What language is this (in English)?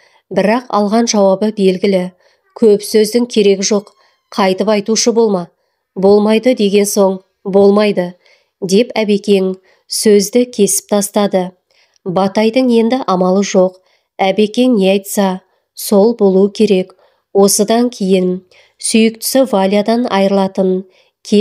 Kazakh